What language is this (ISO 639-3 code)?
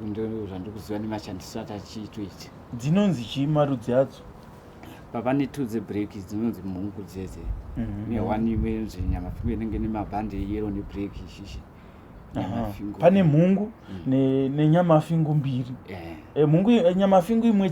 sna